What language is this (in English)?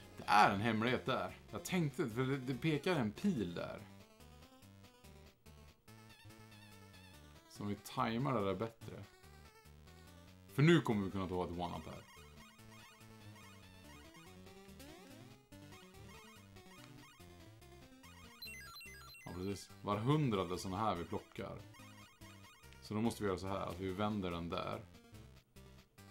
Swedish